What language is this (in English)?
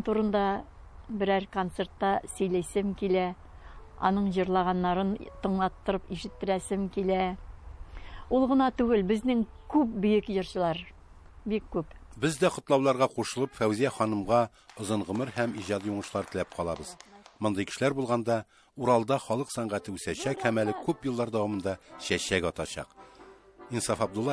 Tatar